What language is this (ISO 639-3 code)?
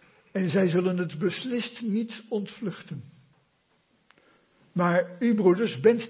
nld